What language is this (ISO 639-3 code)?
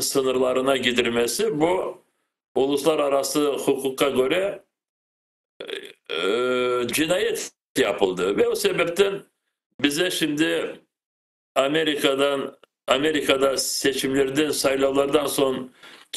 crh